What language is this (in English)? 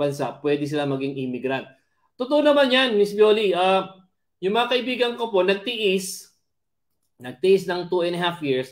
Filipino